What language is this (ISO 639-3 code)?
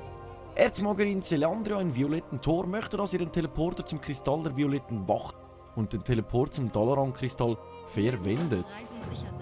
gsw